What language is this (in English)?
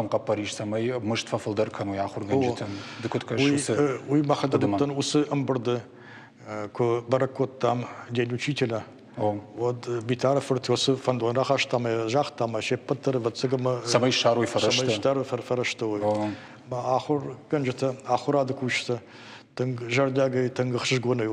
Ossetic